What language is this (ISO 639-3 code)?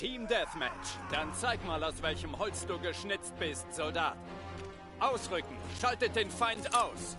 gsw